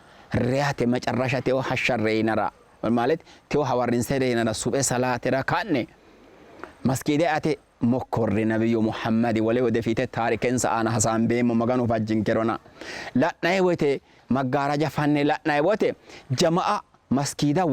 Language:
Sidamo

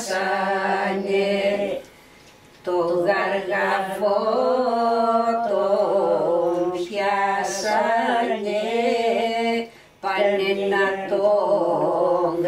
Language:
Greek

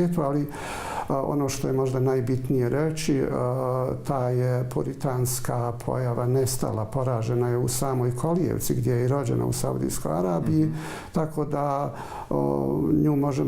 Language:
Bosnian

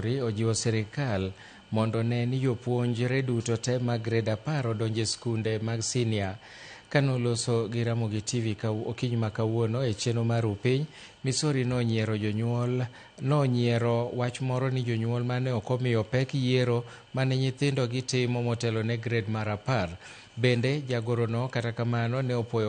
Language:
Luo (Kenya and Tanzania)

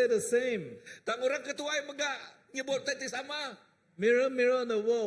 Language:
Iban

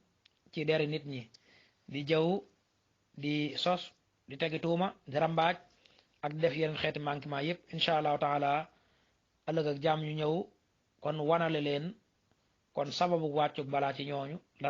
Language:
Wolof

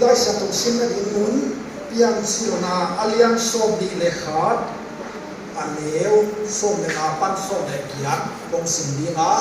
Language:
Tedim Chin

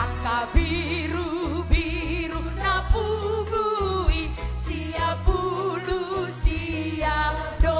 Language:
Batak Toba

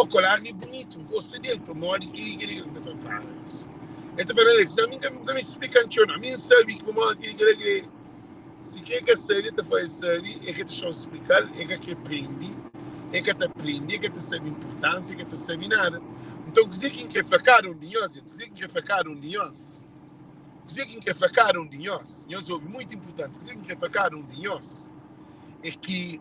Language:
Kabuverdianu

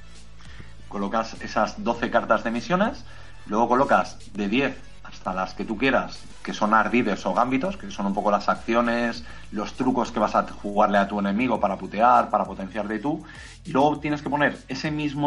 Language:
Spanish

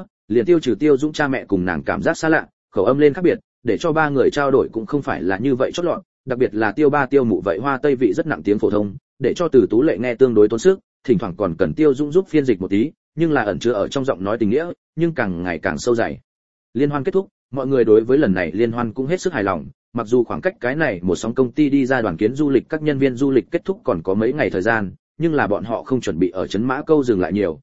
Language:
Vietnamese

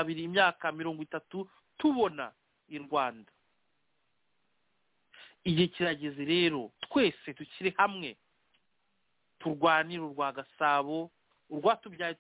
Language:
Kinyarwanda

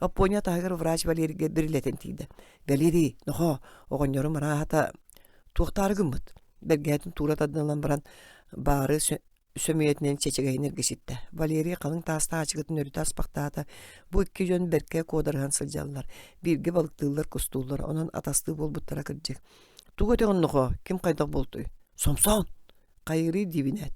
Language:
Yakut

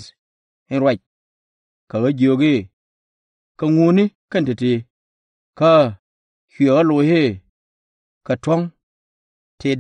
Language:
Nuer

